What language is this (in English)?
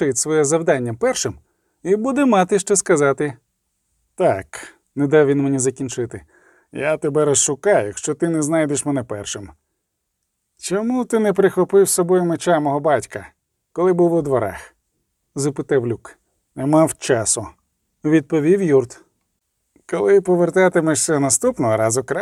Ukrainian